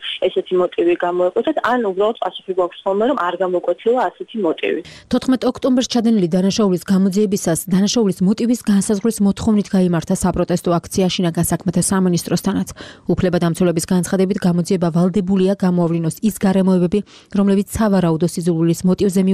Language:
Georgian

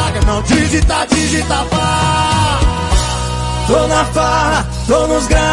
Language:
Portuguese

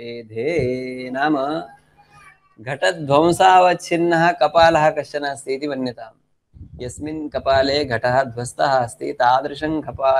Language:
Sanskrit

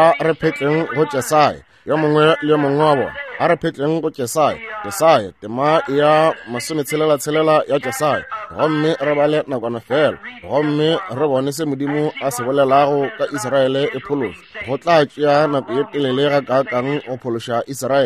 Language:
Northern Sotho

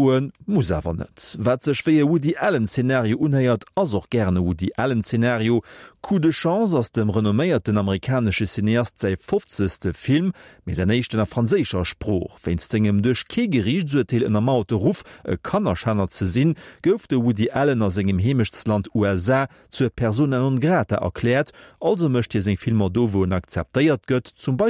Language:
Luxembourgish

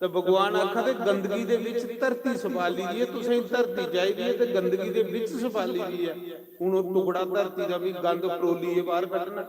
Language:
Dogri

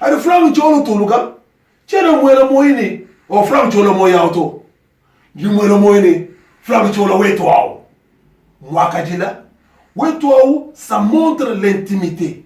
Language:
Luba-Lulua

